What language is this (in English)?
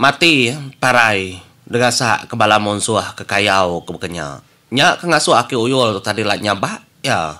Iban